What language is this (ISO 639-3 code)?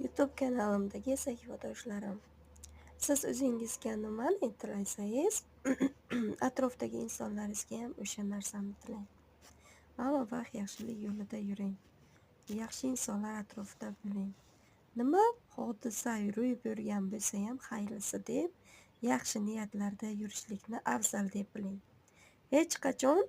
uzb